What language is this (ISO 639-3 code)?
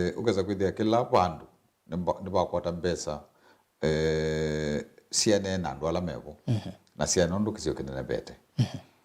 kam